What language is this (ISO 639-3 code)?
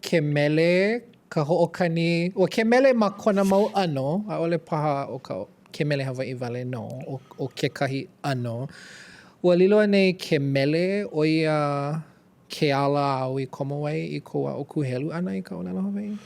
haw